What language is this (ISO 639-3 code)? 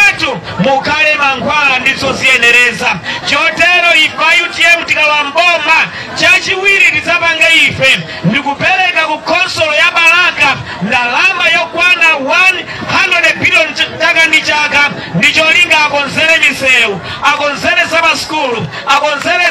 nya